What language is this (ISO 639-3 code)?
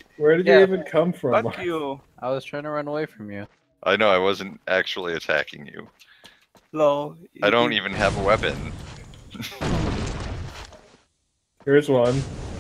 eng